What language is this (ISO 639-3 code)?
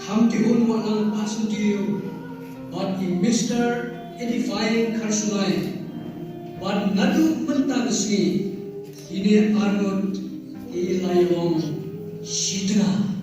kha